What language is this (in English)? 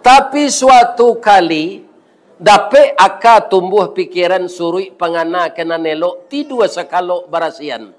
Minangkabau